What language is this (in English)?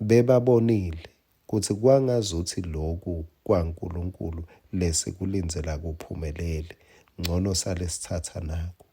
Swati